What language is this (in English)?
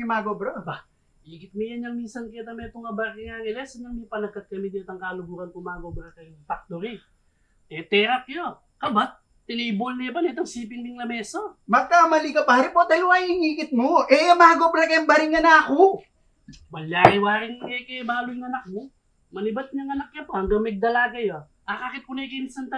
Pampanga